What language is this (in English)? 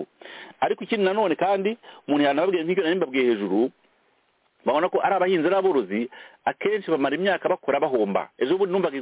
Kinyarwanda